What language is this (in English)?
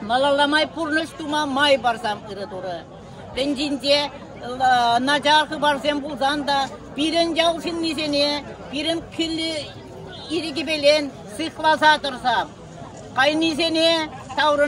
Chuvash